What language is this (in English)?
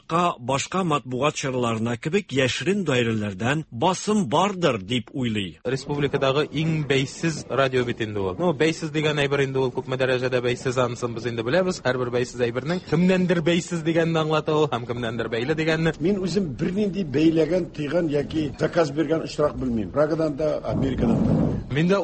Tatar